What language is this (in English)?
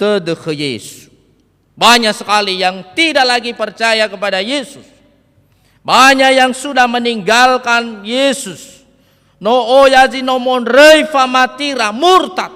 Nias